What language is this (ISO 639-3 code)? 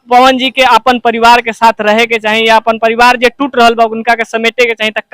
bho